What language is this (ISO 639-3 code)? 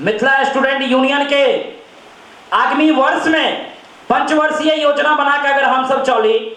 mai